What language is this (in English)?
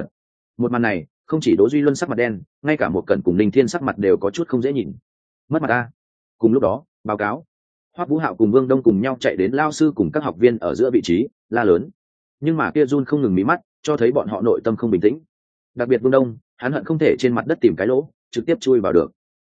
Vietnamese